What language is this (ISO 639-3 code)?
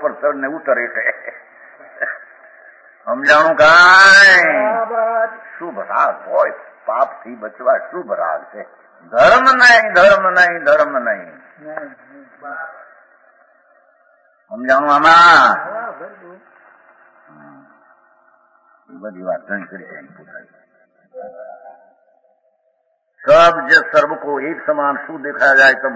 guj